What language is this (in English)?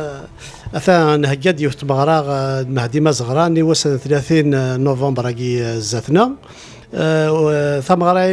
Kabyle